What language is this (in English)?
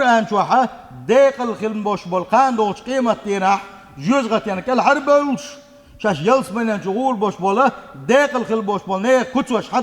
Chechen